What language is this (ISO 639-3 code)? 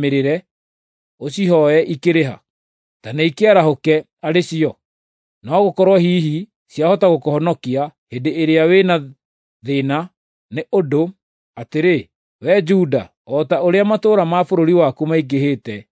kik